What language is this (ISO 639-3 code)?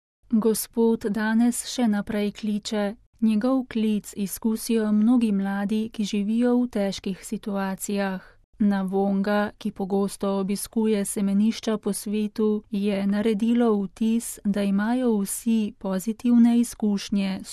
slv